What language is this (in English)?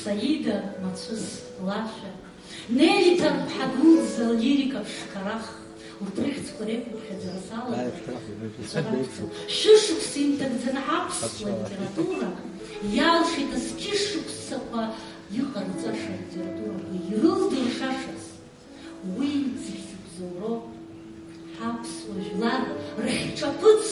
Abkhazian